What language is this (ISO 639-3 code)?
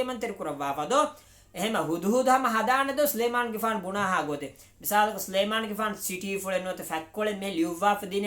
div